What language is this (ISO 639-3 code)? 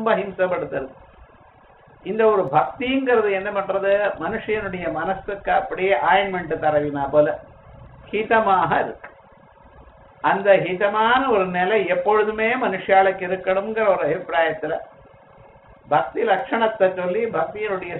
tam